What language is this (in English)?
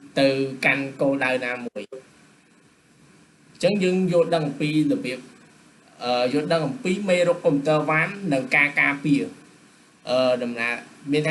Khmer